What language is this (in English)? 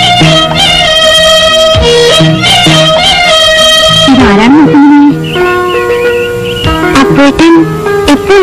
Malayalam